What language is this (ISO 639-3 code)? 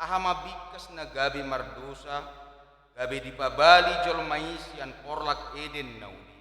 bbc